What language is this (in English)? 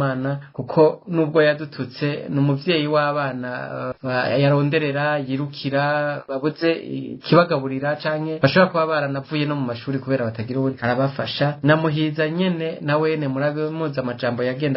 Rundi